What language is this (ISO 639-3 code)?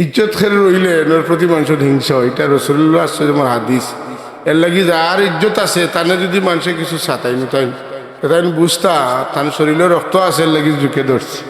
syl